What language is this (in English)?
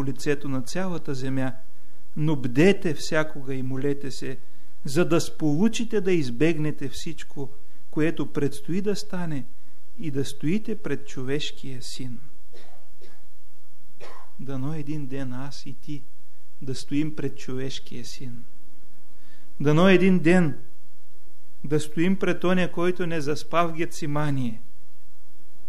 Bulgarian